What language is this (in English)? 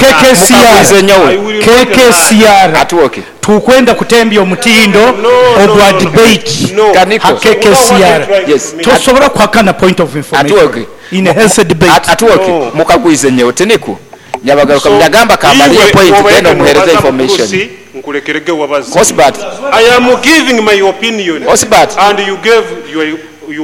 Nyoro